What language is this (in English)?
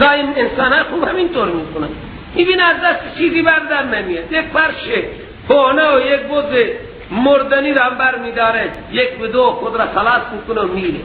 Persian